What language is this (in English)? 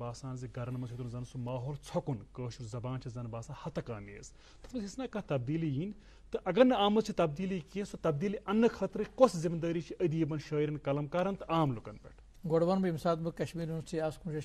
Kashmiri